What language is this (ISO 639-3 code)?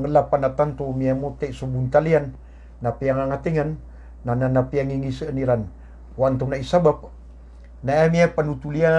mrw